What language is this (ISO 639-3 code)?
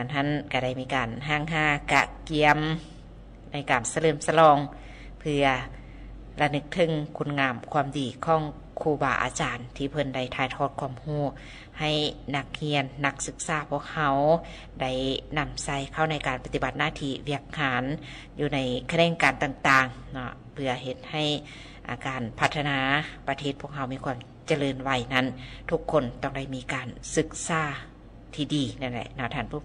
lao